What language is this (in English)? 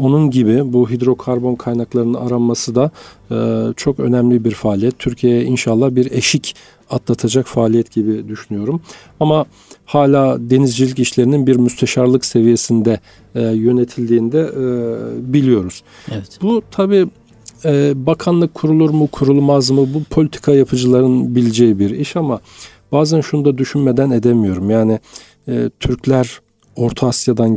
Turkish